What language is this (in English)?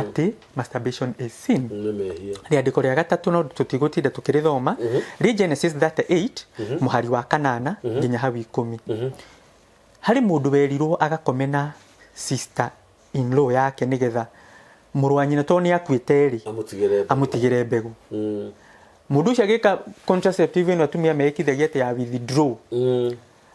Kikuyu